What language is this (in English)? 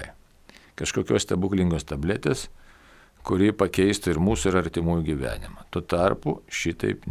Lithuanian